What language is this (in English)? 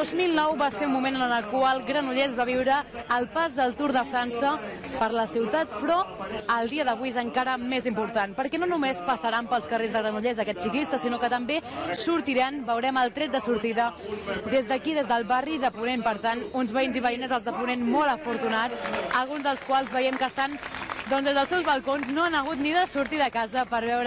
Catalan